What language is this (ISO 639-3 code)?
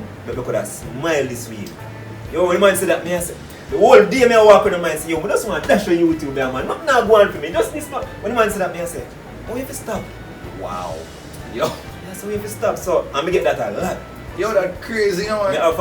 jam